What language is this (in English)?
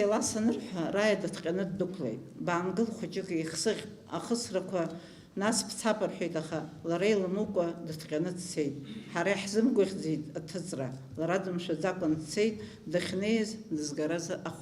Abkhazian